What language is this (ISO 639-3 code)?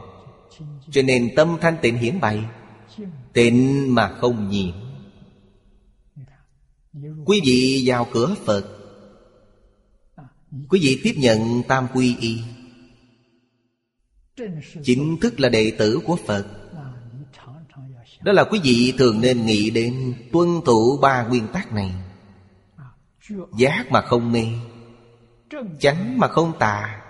vie